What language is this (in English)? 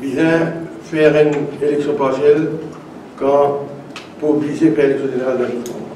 Morisyen